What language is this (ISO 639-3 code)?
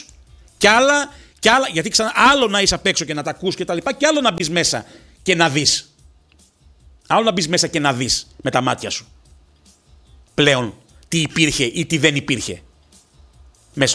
ell